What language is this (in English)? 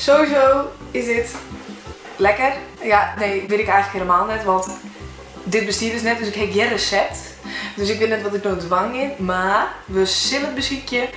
Western Frisian